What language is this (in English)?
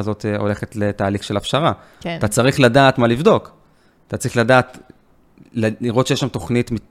Hebrew